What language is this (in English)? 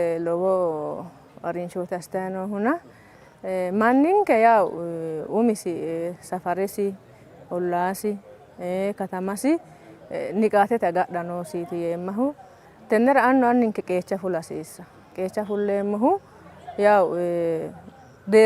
Sidamo